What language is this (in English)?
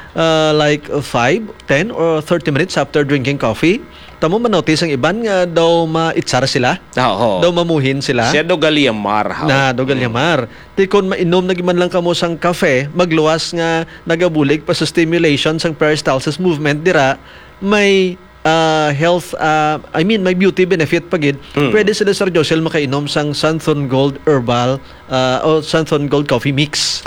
Hiligaynon